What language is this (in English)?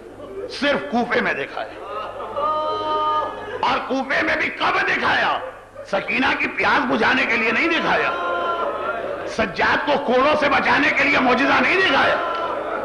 Urdu